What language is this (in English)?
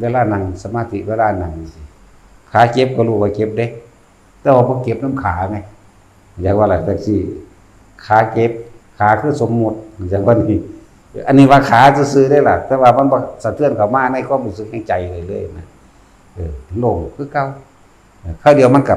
Northeastern Thai